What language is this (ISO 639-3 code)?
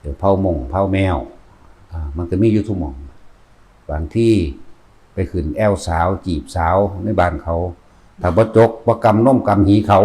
lao